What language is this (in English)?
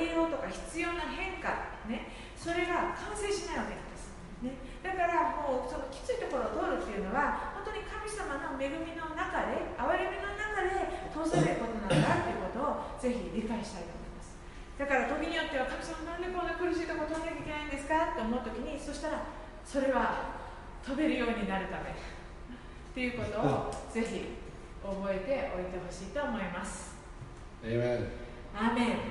Japanese